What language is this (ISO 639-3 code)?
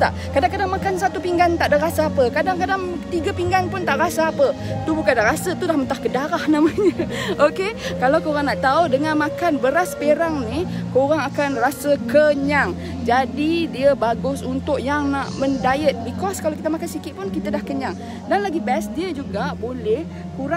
msa